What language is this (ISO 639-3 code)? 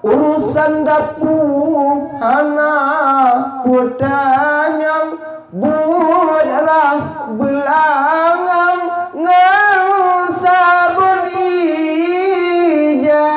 ace